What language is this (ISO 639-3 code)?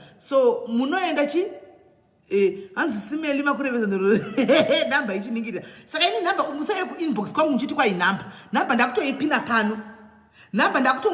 sna